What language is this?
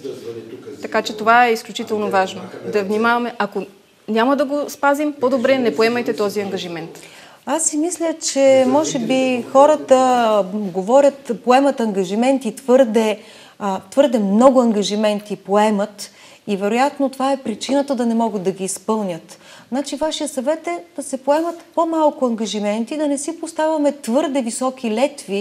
Bulgarian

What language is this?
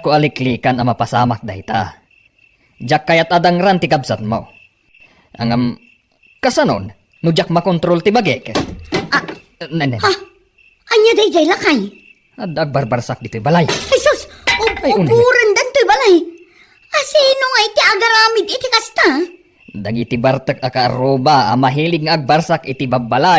Iloko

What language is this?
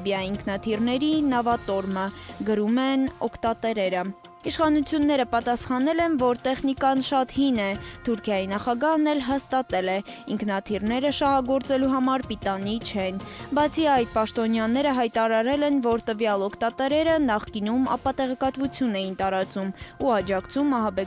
Armenian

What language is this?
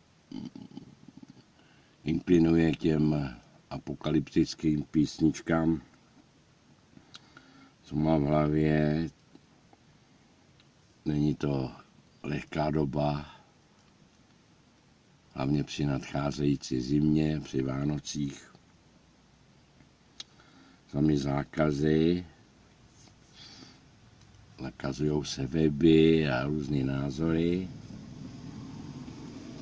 Czech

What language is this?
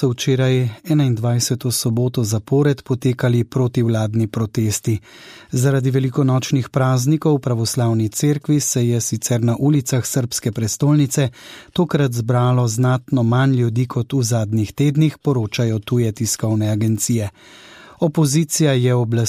Slovenian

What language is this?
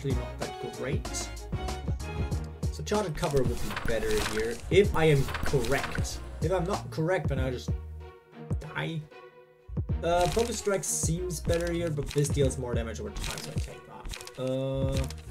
English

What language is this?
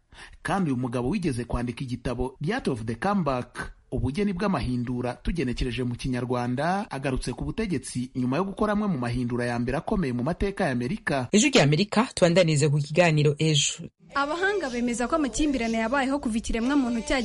Kinyarwanda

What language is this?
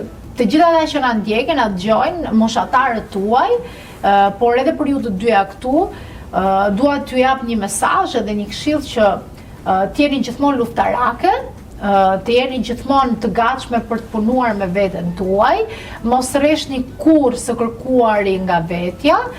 Albanian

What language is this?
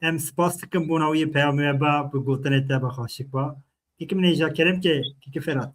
Kurdish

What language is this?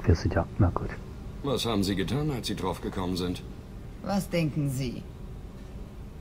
German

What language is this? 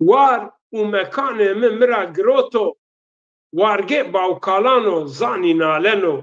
Zaza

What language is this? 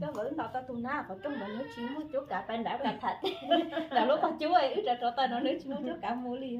Hmong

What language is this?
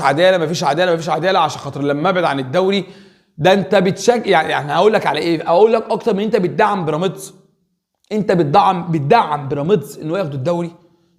Egyptian Arabic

